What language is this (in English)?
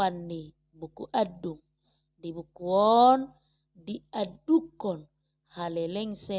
Batak Toba